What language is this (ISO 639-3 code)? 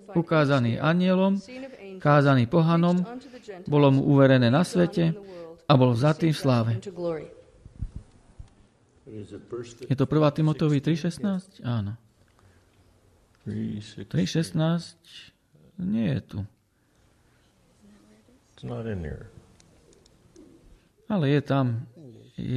slk